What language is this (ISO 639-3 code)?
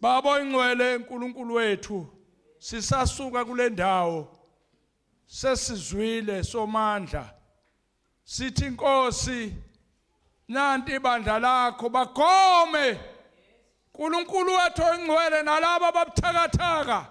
zul